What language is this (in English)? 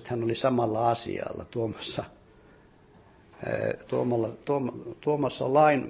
Finnish